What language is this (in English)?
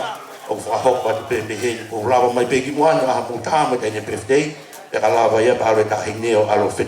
Tongan